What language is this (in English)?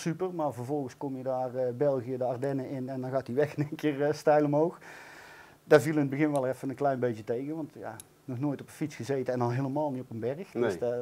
Dutch